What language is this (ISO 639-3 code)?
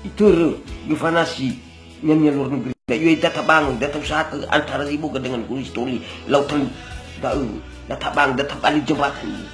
nia